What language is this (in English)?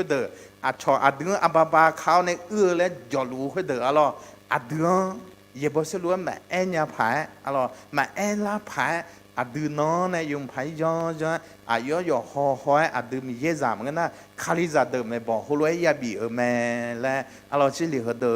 Akha